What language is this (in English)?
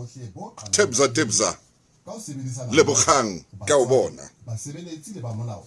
Southern Sotho